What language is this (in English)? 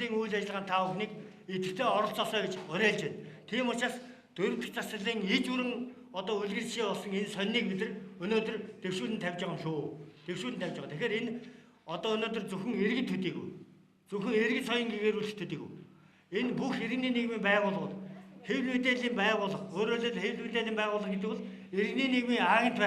Mongolian